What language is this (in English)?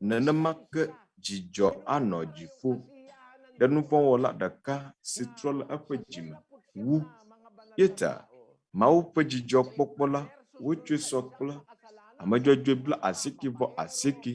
Ewe